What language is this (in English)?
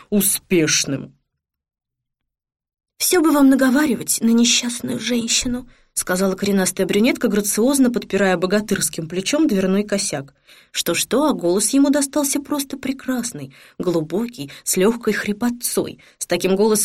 Russian